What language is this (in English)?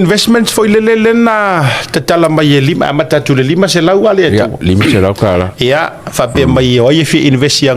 Samoan